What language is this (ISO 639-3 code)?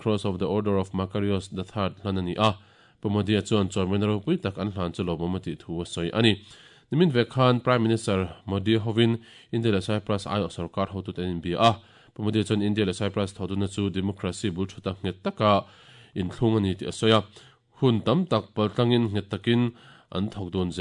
lus